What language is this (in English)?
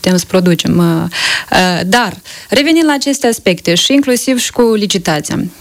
Romanian